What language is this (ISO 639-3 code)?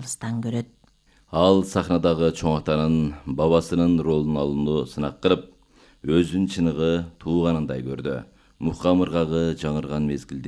kir